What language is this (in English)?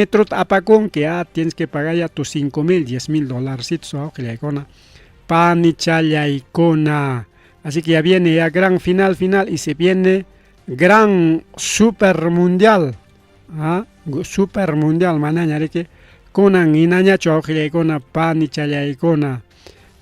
Ayacucho Quechua